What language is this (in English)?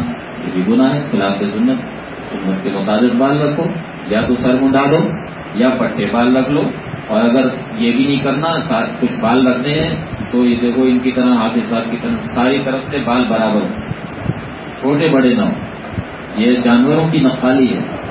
Urdu